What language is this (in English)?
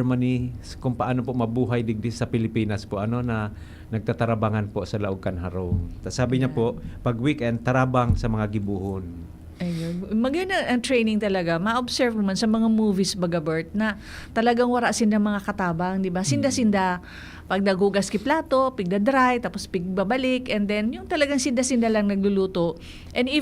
Bikol